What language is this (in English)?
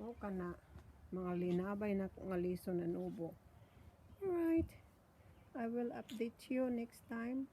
Cebuano